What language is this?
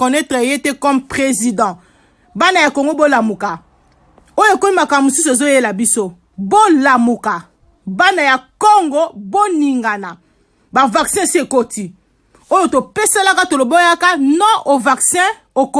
Lingala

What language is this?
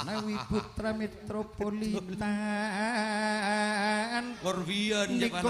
Madurese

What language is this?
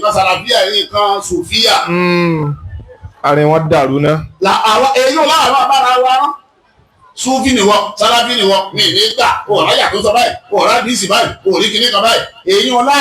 Yoruba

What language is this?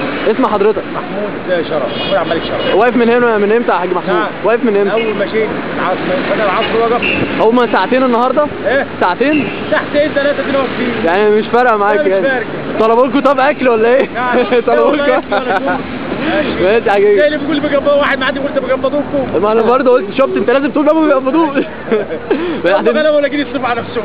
Egyptian Arabic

